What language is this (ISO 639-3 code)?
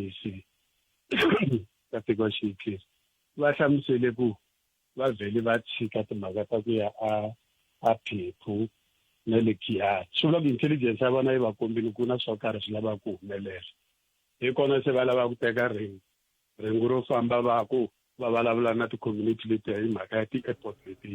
tso